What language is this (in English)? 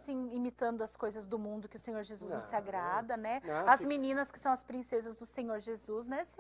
Portuguese